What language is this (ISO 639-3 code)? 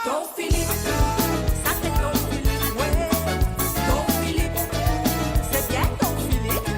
mfe